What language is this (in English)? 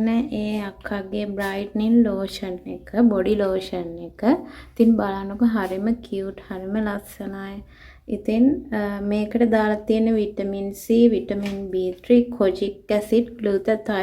Sinhala